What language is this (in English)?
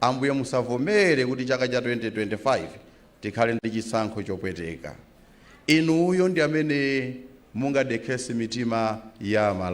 Nyanja